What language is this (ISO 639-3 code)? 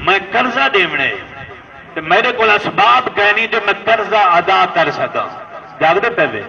skr